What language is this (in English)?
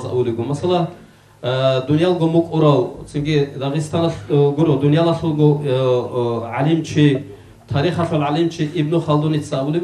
Avaric